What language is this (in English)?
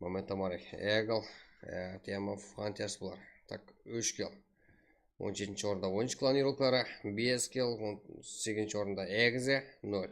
Kara-Kalpak